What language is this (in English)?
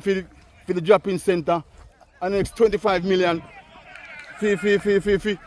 Jamaican Creole English